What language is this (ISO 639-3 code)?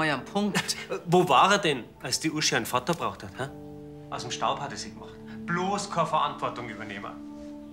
bar